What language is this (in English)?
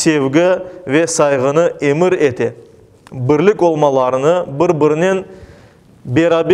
Crimean Tatar